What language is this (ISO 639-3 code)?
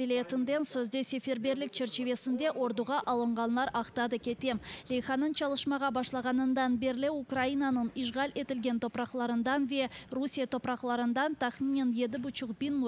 crh